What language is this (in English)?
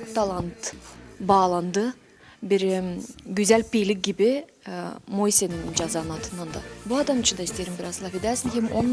Gagauz